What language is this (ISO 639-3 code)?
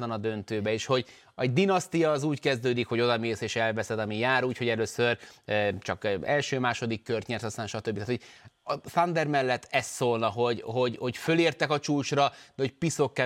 hun